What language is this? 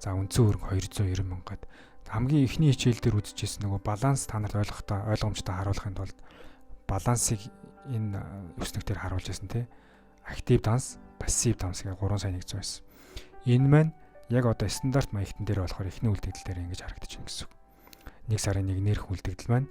Mongolian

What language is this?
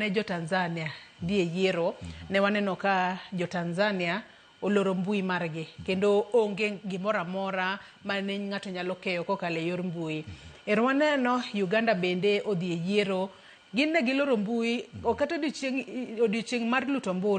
Luo (Kenya and Tanzania)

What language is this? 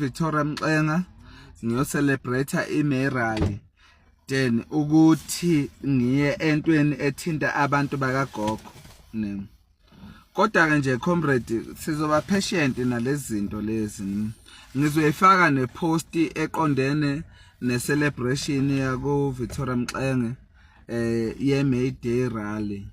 Zulu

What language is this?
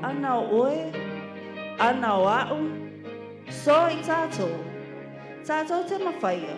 Samoan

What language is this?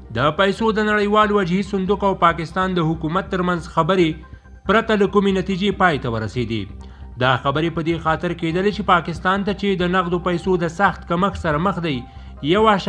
Pashto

